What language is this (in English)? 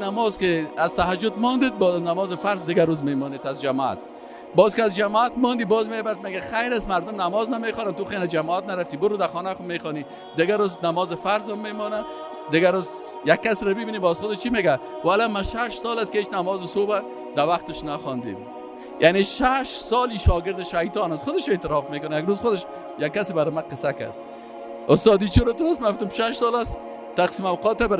Persian